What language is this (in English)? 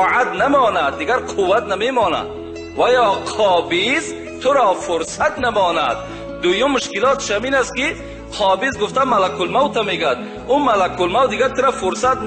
Tajik